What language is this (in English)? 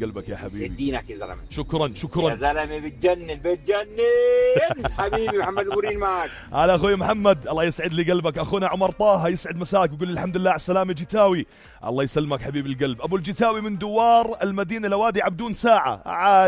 North Levantine Arabic